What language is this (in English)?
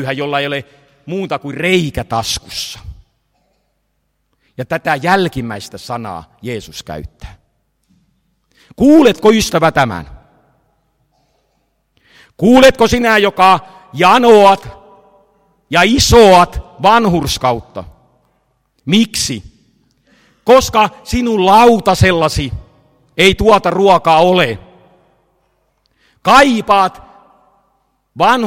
Finnish